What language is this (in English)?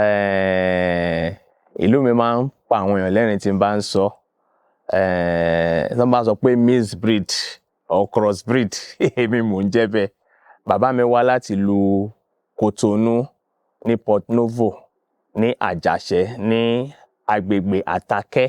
Yoruba